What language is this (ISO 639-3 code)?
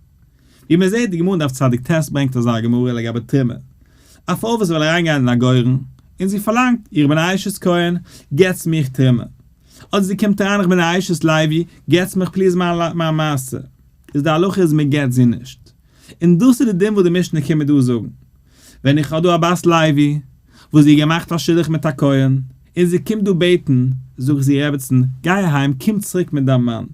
yid